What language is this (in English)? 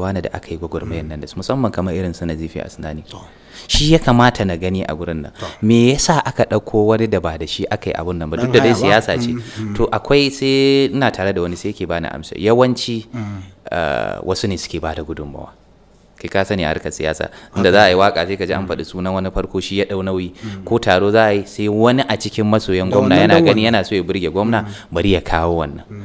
Hausa